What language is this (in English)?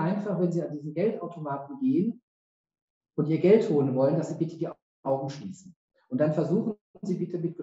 German